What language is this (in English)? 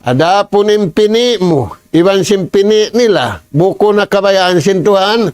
Tausug